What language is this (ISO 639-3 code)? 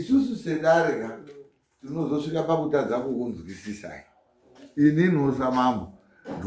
sna